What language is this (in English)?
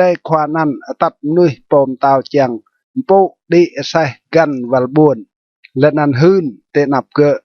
Rade